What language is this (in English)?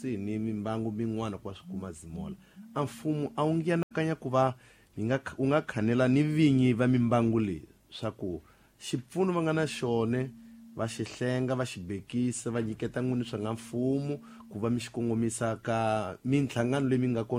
Tsonga